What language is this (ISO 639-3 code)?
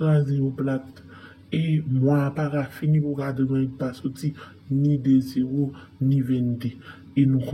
hat